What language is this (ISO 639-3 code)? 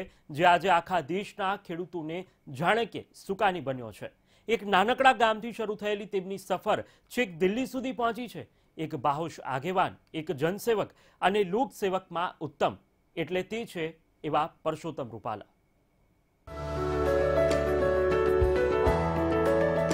guj